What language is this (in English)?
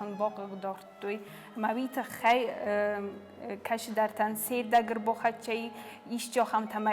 Ossetic